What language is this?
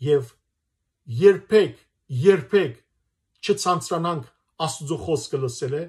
Western Armenian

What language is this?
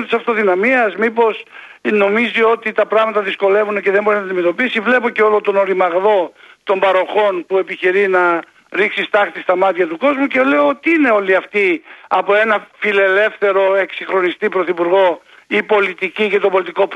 Greek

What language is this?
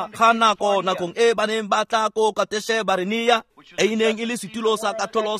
Tswana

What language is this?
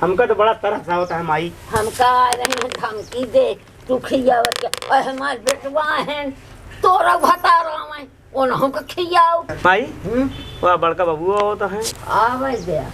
Awadhi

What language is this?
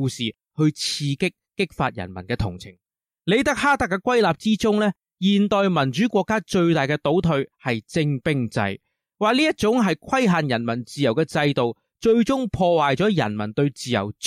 Cantonese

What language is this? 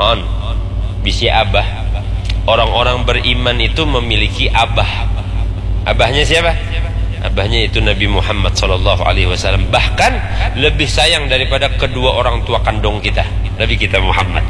Banjar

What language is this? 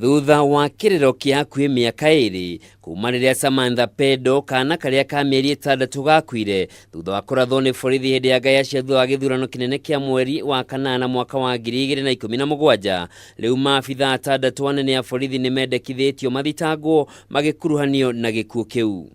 Kikuyu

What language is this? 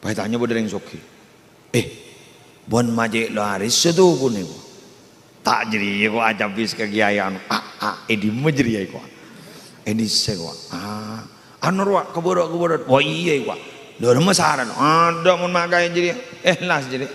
Madurese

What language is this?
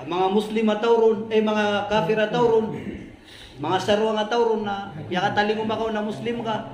Maranao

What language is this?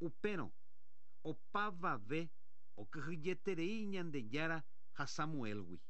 Guarani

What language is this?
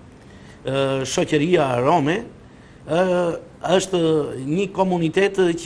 Albanian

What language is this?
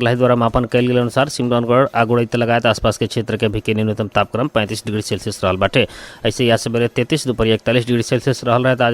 Bhojpuri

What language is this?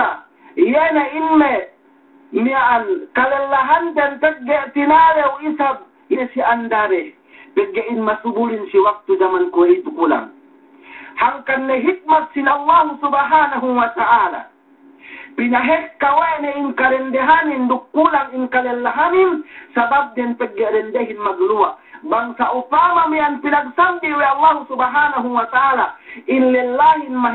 Yakan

